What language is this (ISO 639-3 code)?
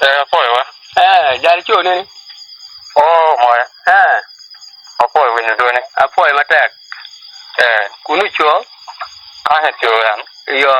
ach